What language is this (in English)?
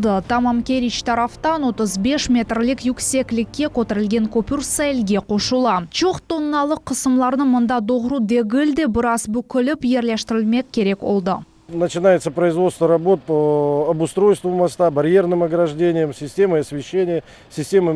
Crimean Tatar